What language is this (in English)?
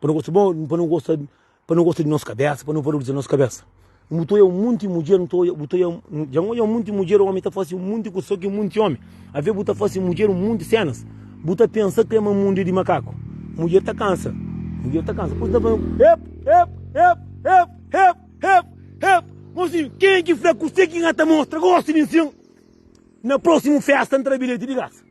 Kabuverdianu